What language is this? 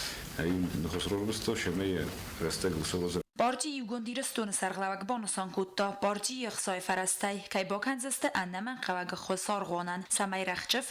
Ossetic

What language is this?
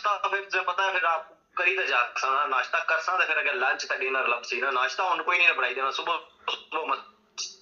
Pahari-Potwari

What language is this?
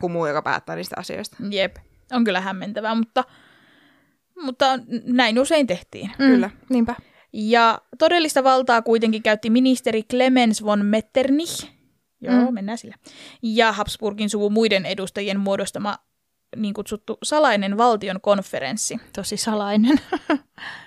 Finnish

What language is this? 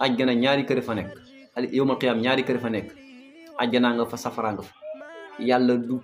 Wolof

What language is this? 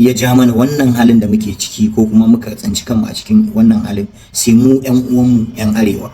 Hausa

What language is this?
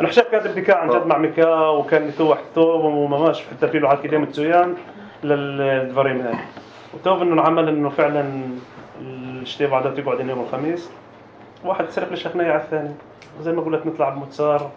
North Levantine Arabic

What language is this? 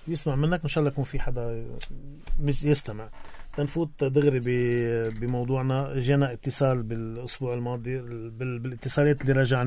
North Levantine Arabic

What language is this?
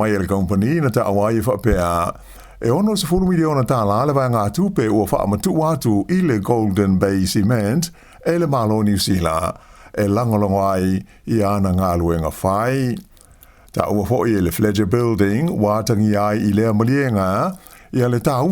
Samoan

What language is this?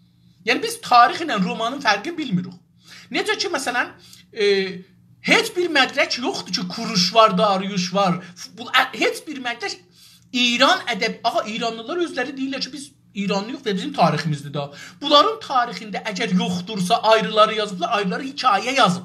South Azerbaijani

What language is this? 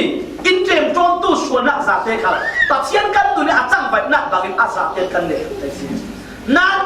Falam Chin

